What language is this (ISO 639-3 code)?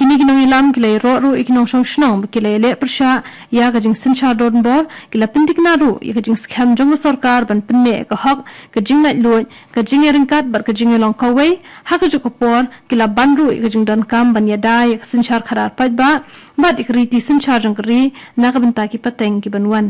kha